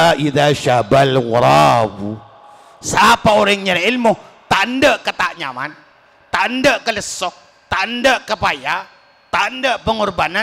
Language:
Madurese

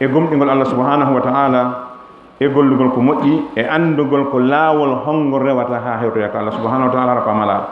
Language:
Fula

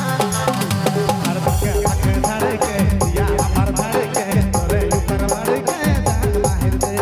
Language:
Sadri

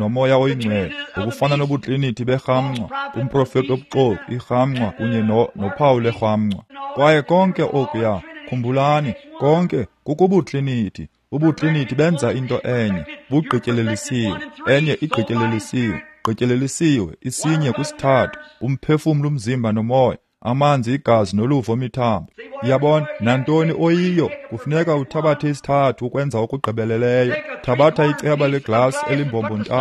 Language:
Xhosa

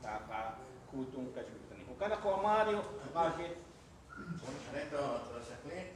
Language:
Kekchí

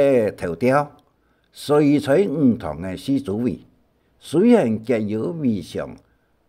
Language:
Hakka Chinese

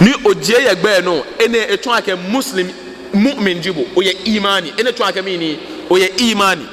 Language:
Ga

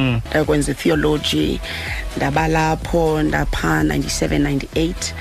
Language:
Xhosa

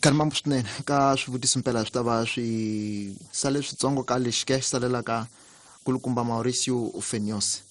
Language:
Tsonga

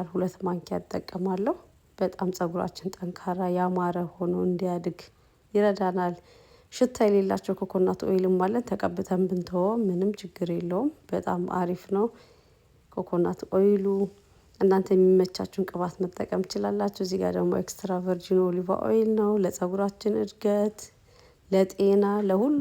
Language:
Amharic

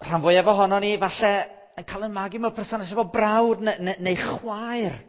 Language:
Welsh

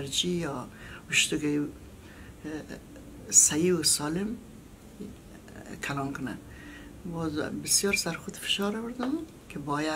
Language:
Persian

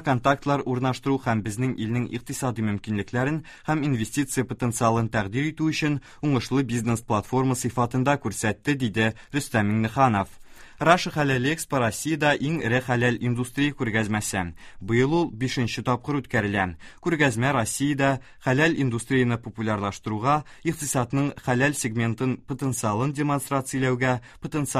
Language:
Tatar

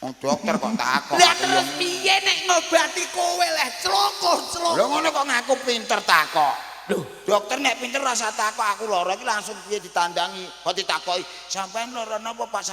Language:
Javanese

